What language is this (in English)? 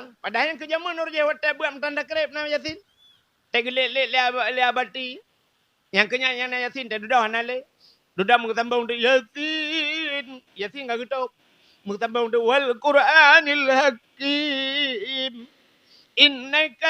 Achinese